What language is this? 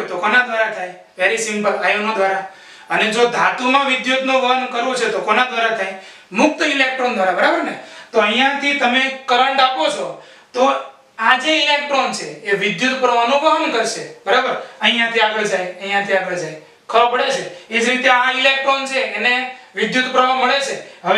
Gujarati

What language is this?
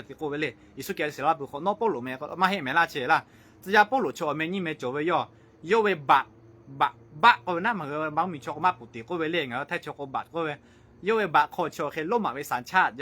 Lahu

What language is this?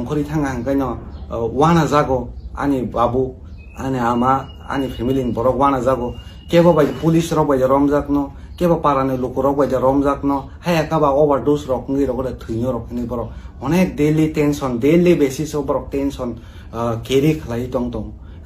Kok Borok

